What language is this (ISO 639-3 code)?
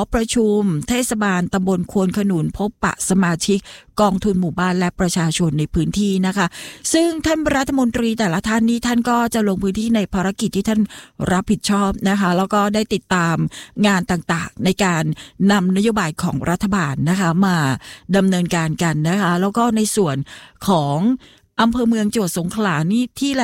tha